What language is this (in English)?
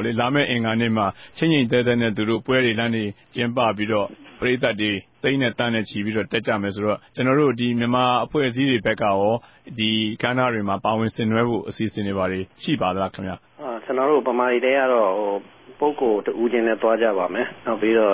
Burmese